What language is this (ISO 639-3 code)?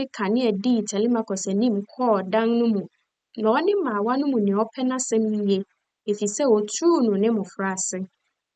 aka